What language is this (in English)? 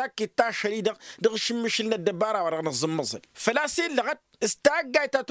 Tamasheq